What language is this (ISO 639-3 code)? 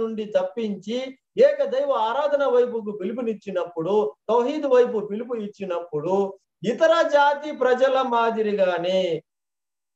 tel